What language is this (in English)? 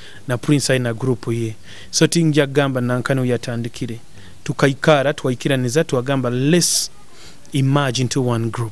Nyoro